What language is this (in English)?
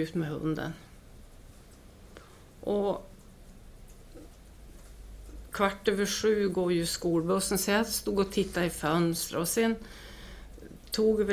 Swedish